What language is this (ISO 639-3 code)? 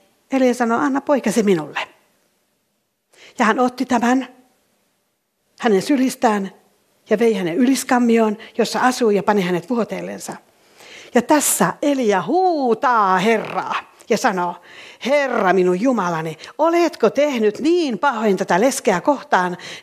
fin